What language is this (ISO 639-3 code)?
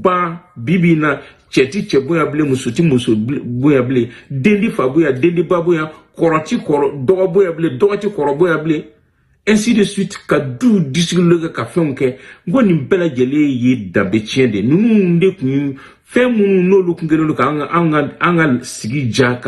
bam